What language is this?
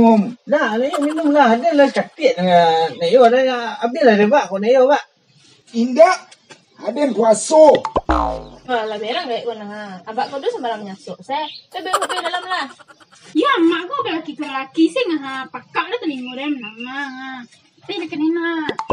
Minangkabau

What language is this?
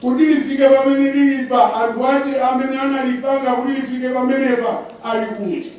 Nyanja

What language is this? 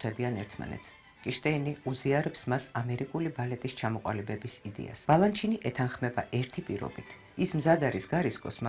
Georgian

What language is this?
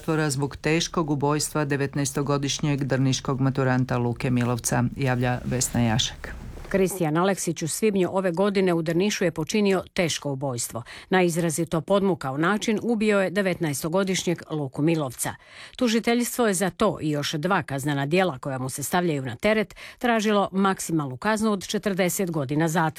Croatian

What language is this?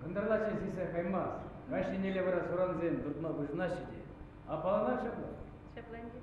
Chuvash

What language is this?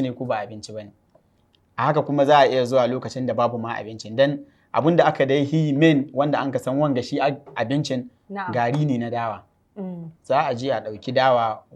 Hausa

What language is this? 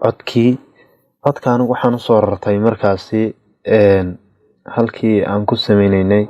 Somali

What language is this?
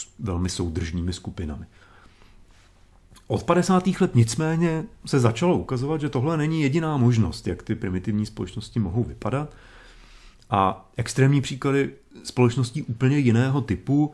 Czech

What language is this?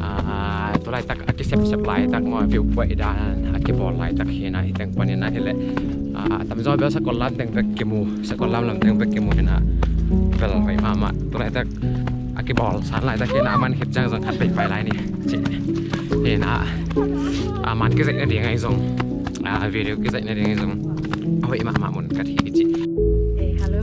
Tedim Chin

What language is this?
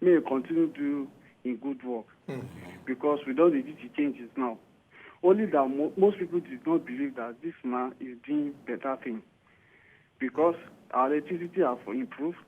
Nigerian Pidgin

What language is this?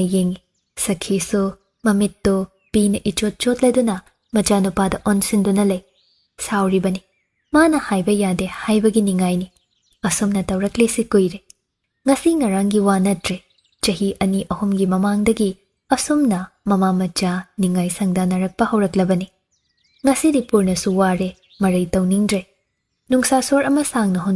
Manipuri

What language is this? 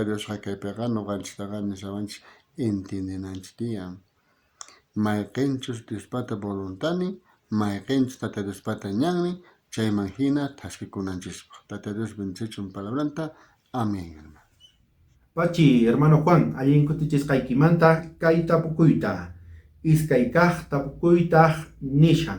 South Bolivian Quechua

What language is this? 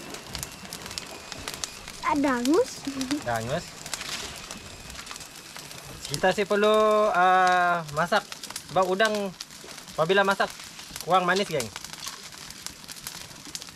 Malay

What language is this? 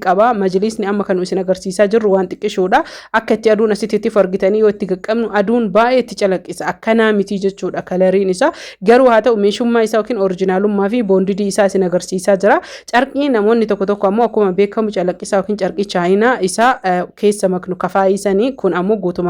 Oromo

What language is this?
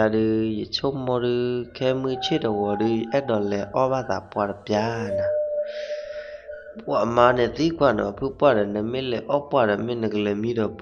S'gaw Karen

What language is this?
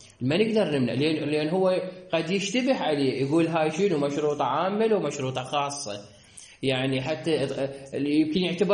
Mesopotamian Arabic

